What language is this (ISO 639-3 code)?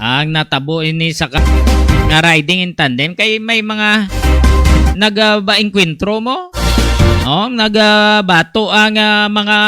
hil